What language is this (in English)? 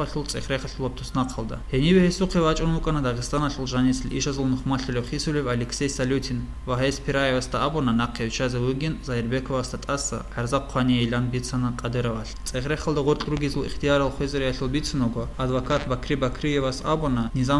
Avaric